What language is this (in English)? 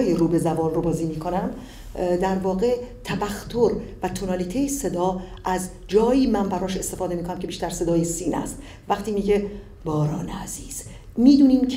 Persian